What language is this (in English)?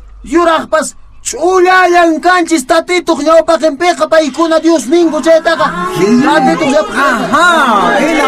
Quechua